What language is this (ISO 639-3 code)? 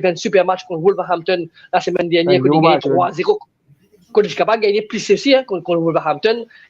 mfe